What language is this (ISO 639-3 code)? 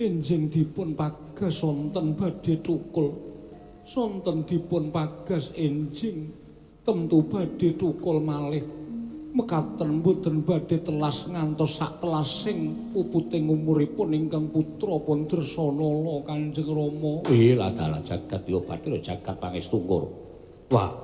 jav